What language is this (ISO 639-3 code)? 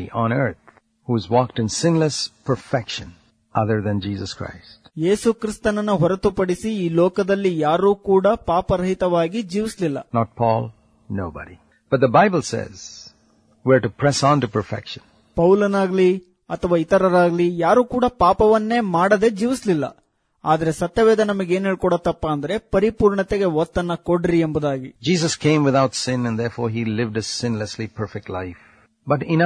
kan